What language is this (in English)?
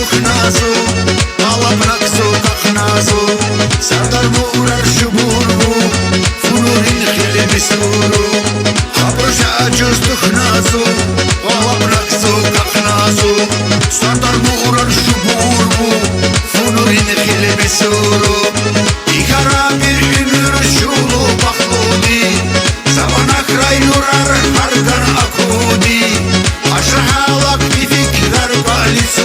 Tabassaran